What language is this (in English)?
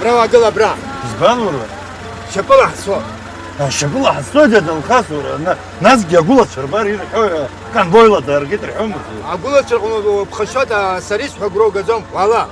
Abkhazian